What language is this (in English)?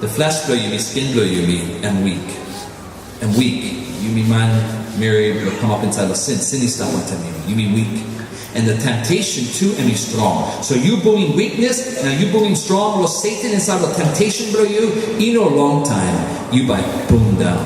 Tok Pisin